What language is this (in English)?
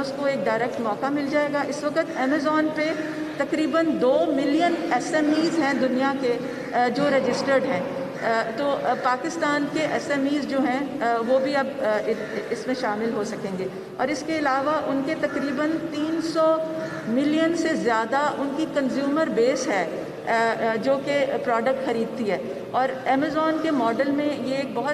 Urdu